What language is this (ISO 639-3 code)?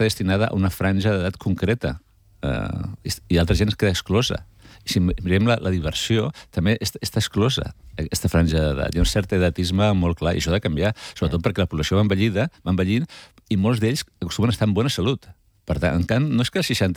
cat